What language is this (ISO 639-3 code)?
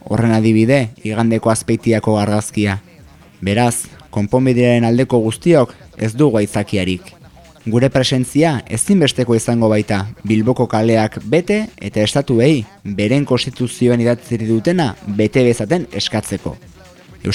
eus